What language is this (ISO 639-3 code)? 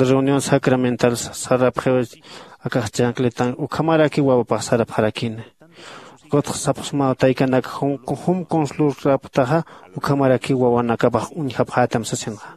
aym